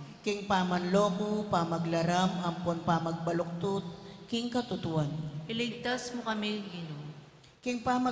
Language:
Pampanga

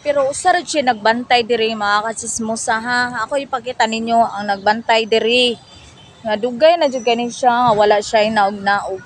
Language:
Cebuano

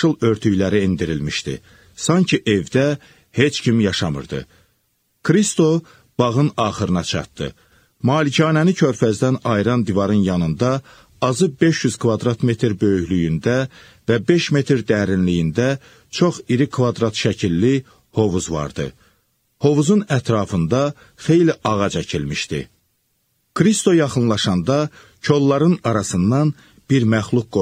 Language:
Azerbaijani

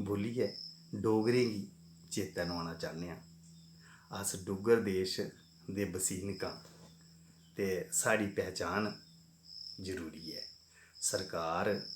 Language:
Dogri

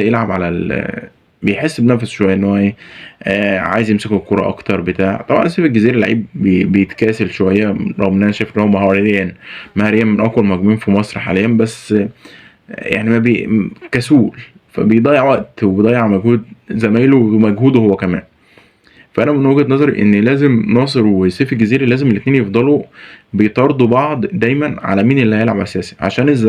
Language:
Egyptian Arabic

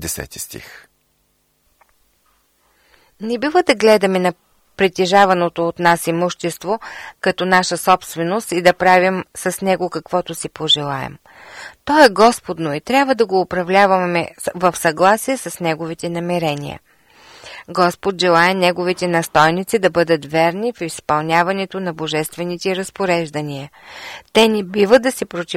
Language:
Bulgarian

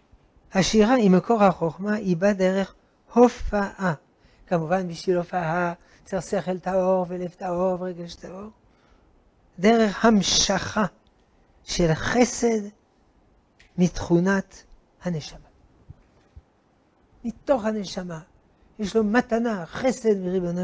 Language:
Hebrew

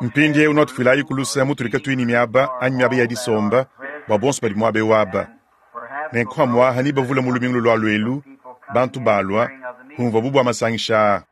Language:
Luba-Lulua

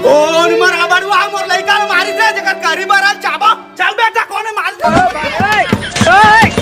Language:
Chhattisgarhi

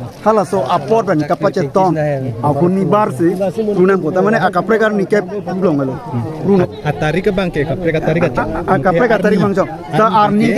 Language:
Karbi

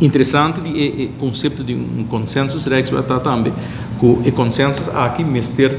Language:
Papiamento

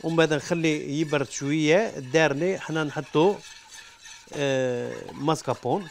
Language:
Algerian Arabic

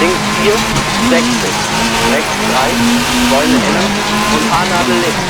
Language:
Bavarian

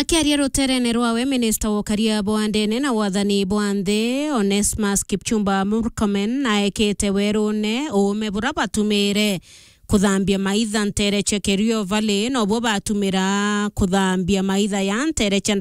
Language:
Meru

